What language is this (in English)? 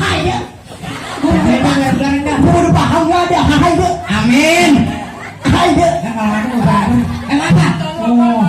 Betawi